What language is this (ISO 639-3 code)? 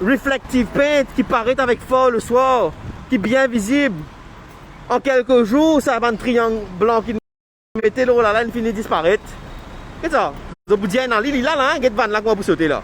mfe